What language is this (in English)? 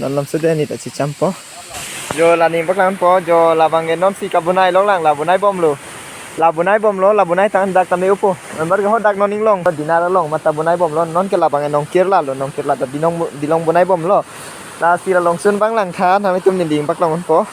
Karbi